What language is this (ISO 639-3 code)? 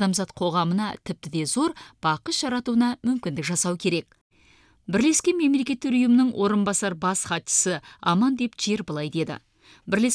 kaz